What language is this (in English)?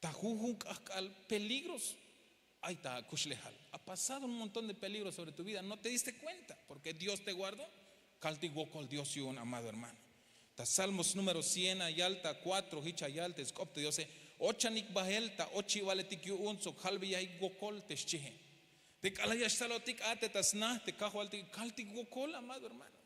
Tzeltal